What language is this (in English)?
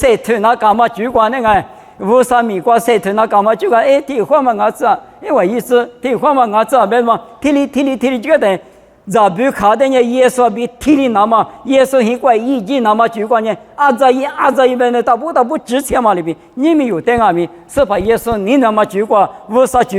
Lisu